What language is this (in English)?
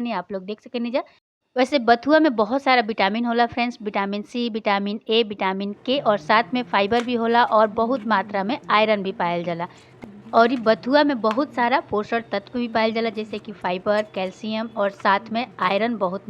Bhojpuri